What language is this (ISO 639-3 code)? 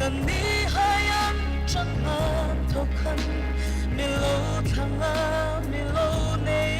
hmr